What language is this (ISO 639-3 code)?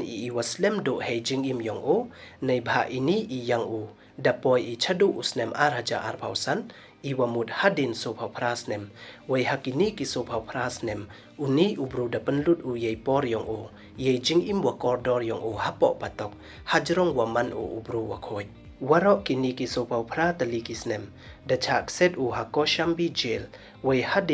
pbv